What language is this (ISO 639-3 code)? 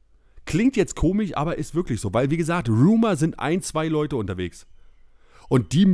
deu